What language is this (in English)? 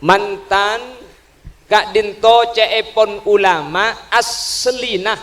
Madurese